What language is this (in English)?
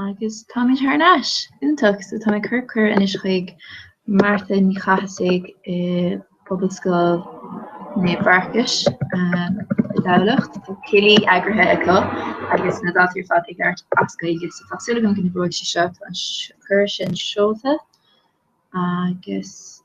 Irish